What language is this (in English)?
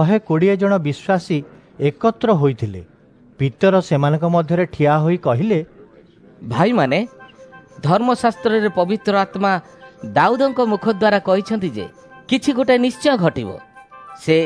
Odia